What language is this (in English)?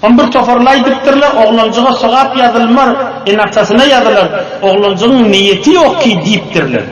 Turkmen